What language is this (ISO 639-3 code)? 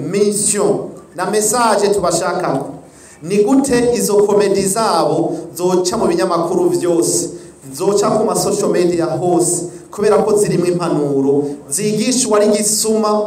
run